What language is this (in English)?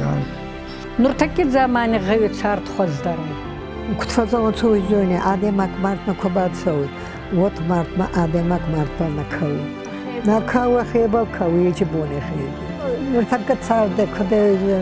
Ossetic